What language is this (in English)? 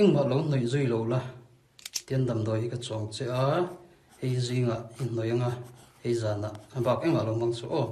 Mizo